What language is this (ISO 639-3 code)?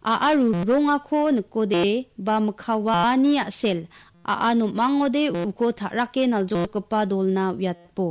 grt